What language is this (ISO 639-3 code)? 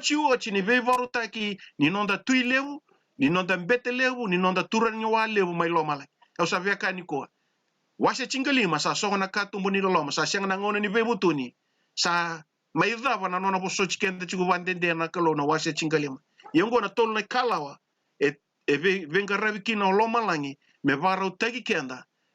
fij